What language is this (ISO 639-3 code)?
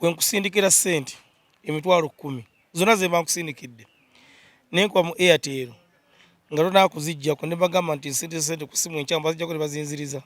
lug